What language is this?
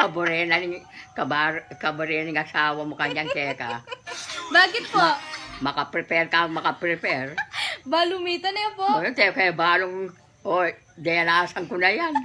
Pampanga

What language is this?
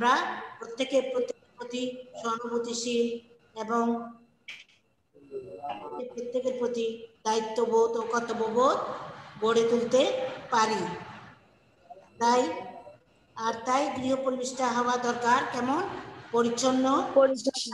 Bangla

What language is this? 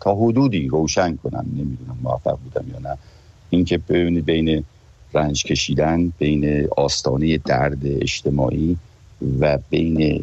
Persian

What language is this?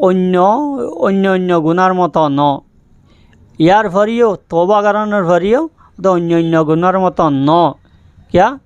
Rohingya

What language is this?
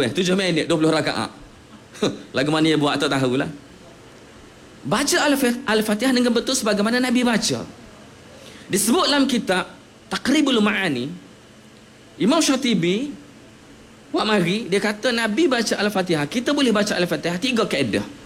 Malay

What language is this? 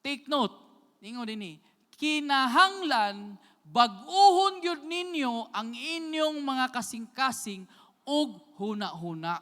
Cebuano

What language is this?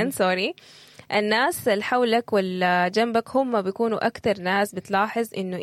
Sudanese Arabic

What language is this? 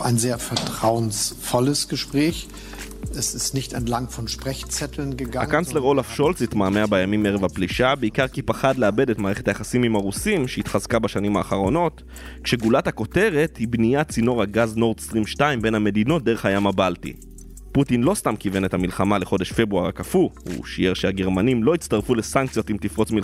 Hebrew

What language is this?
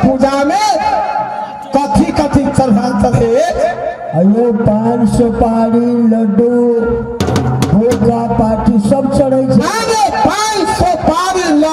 Maithili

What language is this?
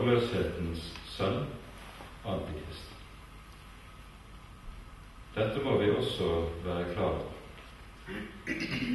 Norwegian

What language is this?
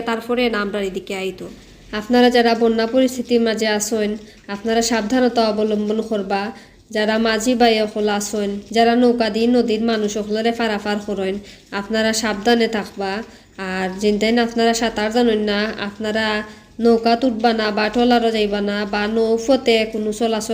Sylheti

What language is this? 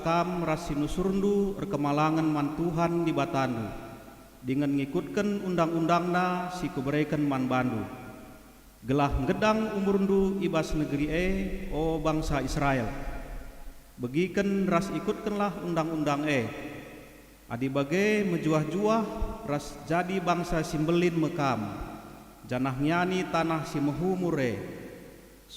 Batak Karo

